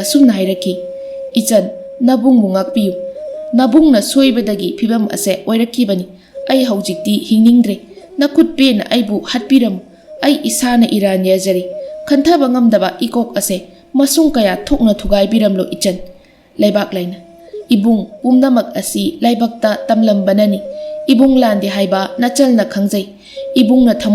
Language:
Manipuri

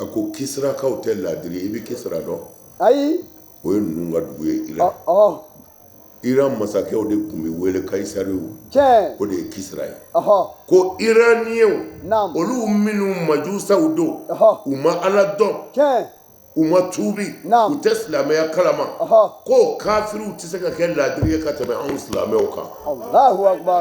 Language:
Bambara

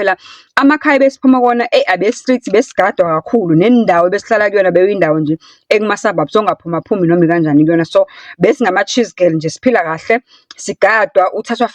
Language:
Zulu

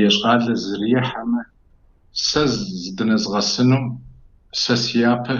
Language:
Kabardian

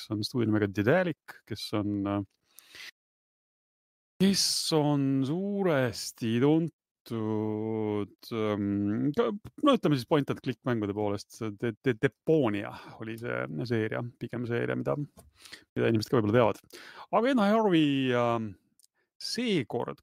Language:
Estonian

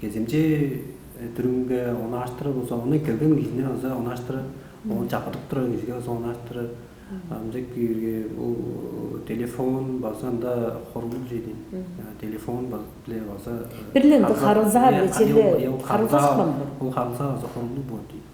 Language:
Tuvinian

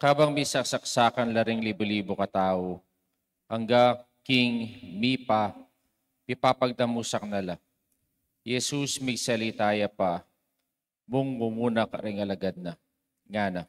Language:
Pampanga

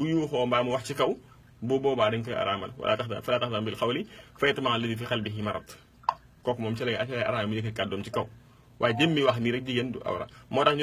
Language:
Wolof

